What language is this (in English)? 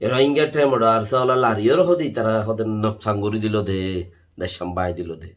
Rohingya